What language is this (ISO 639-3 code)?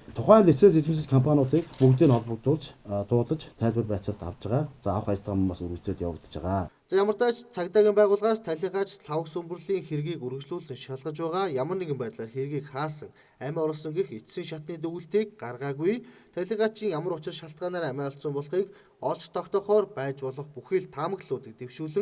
mon